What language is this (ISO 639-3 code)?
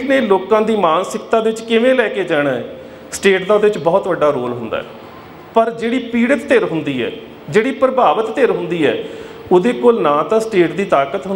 pan